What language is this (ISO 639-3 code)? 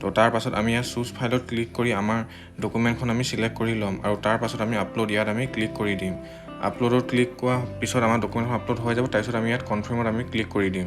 asm